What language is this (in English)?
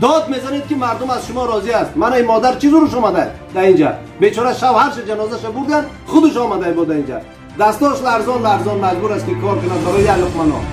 Tajik